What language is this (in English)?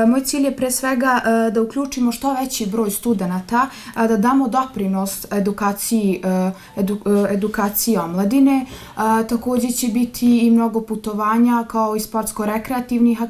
Bosnian